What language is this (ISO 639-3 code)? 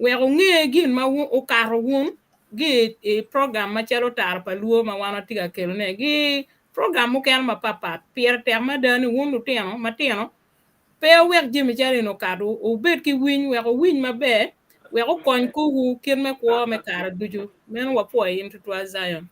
ach